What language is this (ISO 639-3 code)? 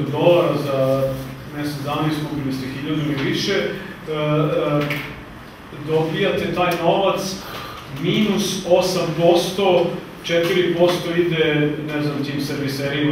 srp